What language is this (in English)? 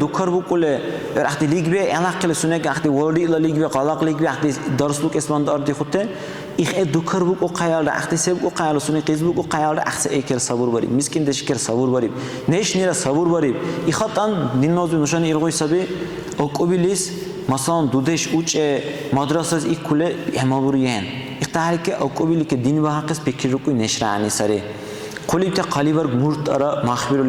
Dargwa